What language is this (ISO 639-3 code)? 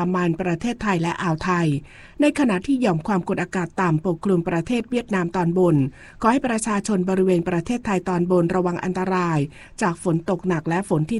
tha